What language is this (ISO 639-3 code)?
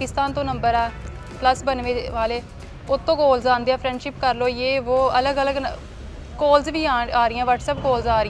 pan